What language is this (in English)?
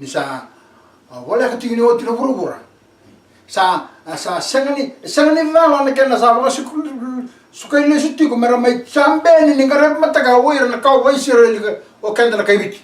Fijian